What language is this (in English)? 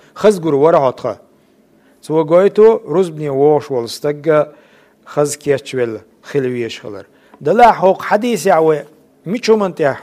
Chechen